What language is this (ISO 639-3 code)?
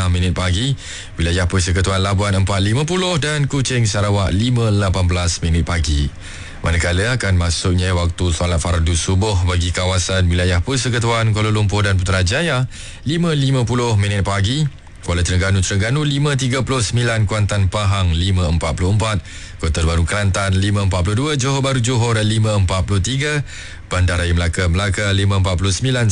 msa